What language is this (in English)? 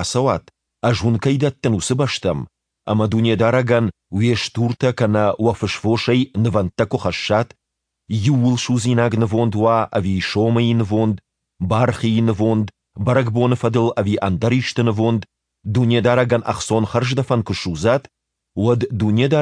Ossetic